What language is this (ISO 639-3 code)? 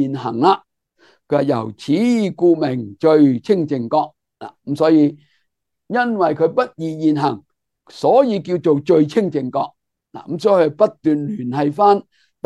yue